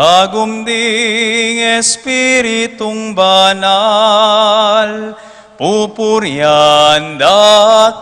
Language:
Pampanga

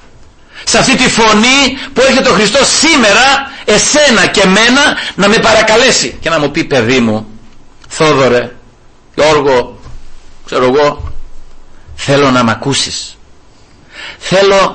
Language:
Greek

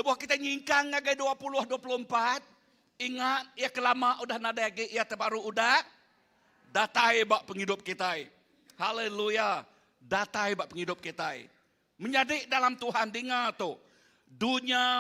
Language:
Iban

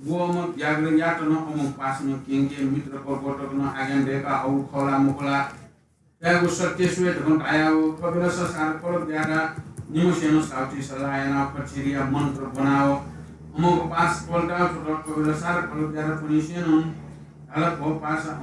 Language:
Newari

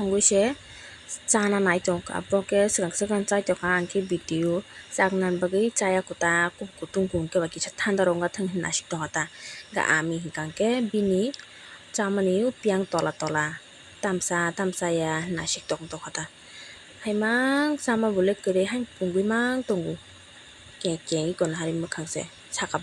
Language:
Kok Borok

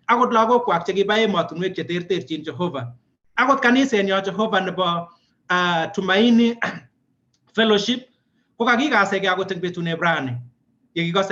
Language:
Kalenjin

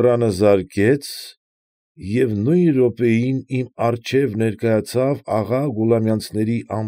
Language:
Armenian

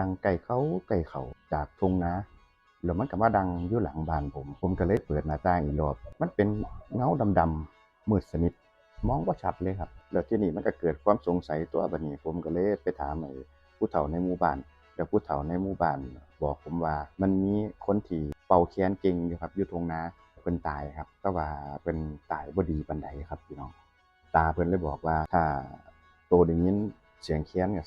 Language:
Northeastern Thai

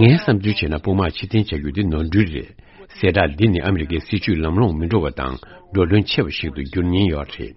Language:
Tibetan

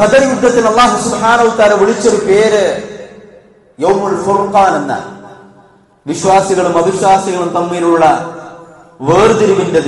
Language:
Malayalam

